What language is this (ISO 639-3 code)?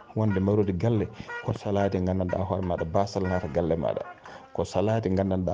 ful